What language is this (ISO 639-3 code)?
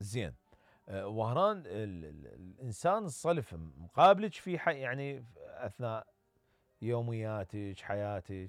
acm